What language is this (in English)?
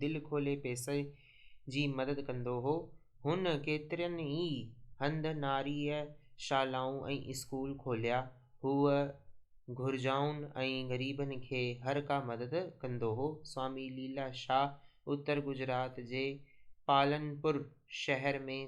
Sindhi